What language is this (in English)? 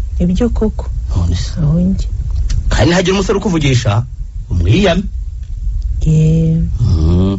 Kinyarwanda